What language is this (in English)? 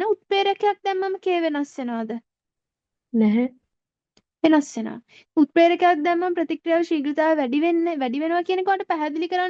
Sinhala